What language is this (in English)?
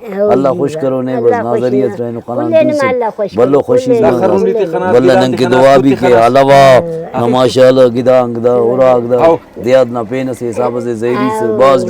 Brahui